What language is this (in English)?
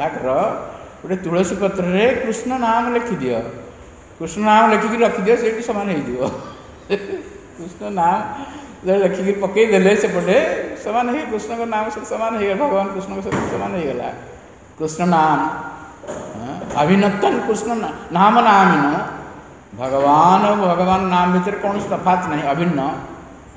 Odia